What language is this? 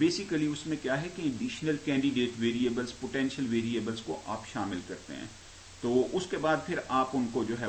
Hindi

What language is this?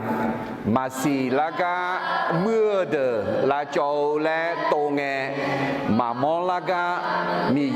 Akha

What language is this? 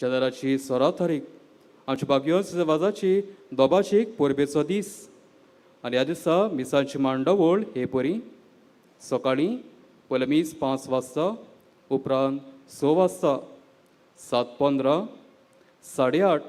Konkani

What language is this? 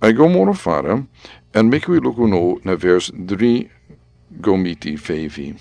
Sranan Tongo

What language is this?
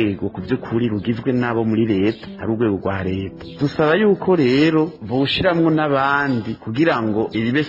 Rundi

